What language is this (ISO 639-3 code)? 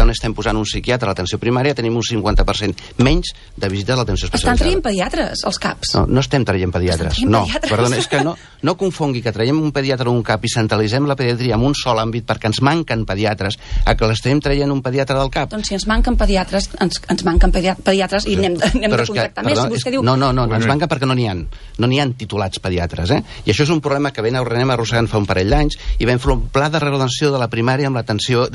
cat